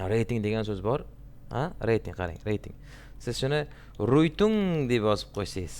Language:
Uzbek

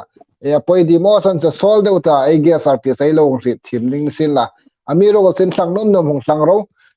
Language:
Hmar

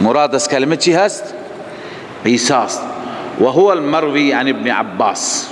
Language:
Persian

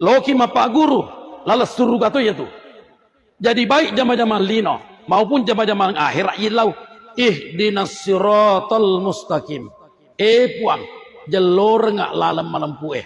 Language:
Buginese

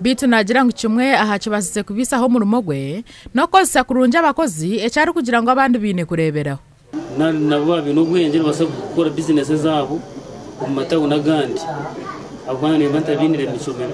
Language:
Nyankole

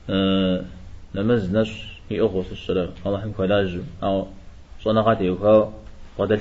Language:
Kabardian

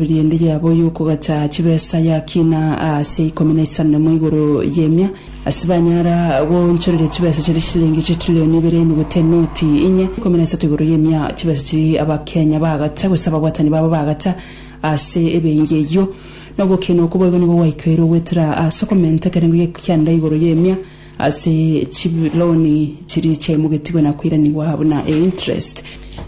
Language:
Gusii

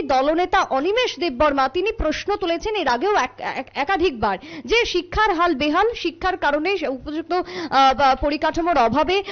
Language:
Bangla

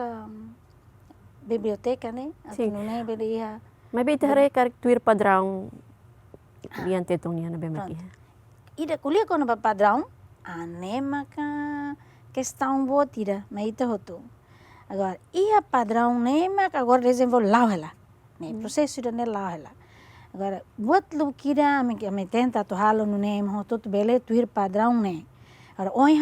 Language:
Tetum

